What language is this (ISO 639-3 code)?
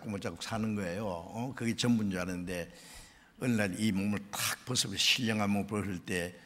kor